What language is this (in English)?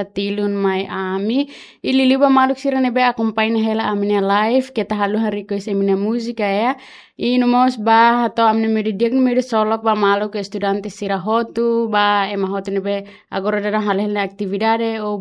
Tetum